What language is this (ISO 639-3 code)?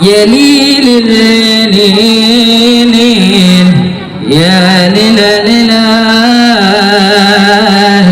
bew